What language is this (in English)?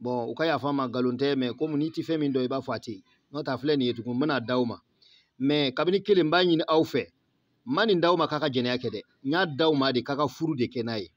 Bambara